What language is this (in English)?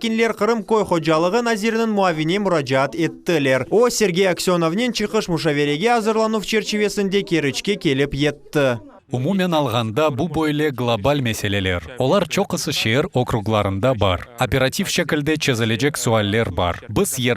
Crimean Tatar